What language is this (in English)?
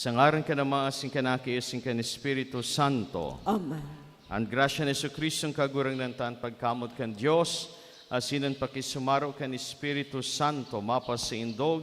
Bikol